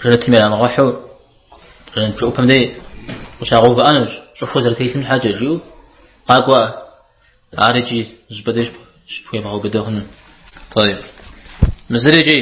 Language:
Kabardian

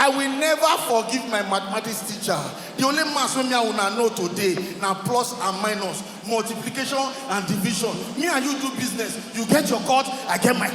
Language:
Nigerian Pidgin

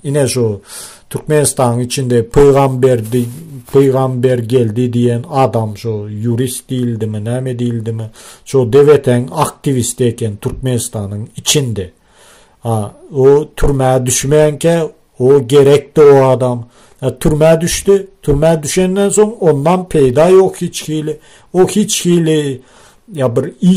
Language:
Turkmen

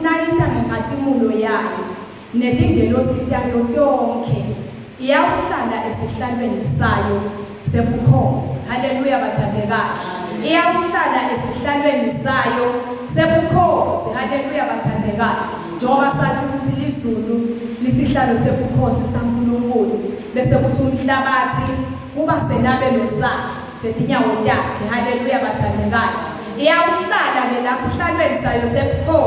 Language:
Zulu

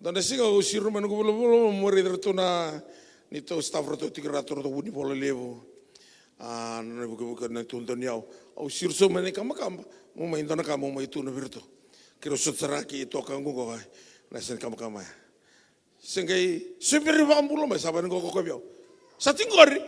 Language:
Fijian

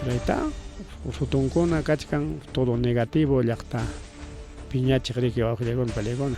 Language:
Ayacucho Quechua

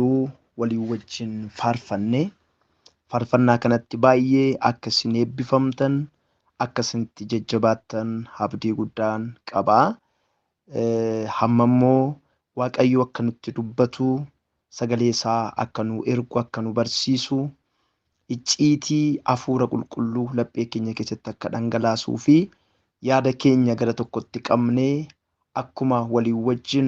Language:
Oromo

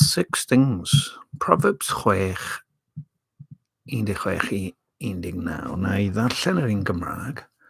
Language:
Welsh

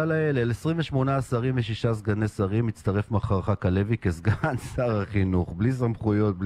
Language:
Hebrew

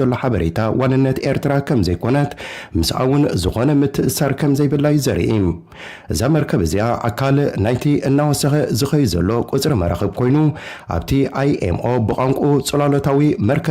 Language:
Tigrinya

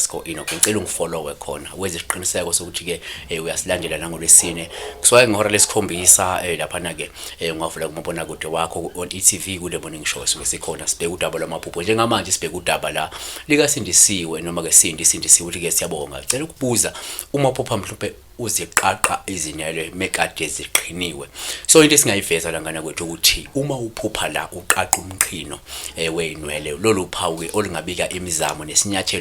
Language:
Zulu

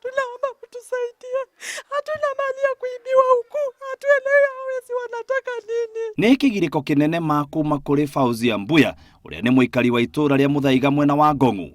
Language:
Kikuyu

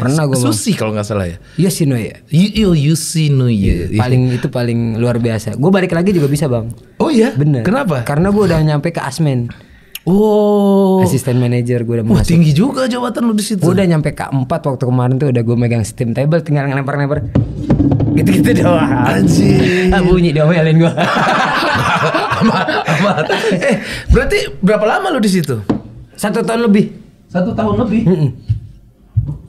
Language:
Indonesian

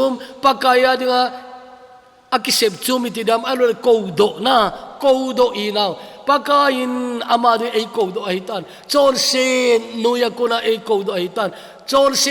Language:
Thado Chin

